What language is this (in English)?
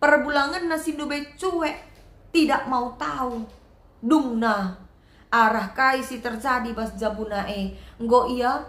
Batak Karo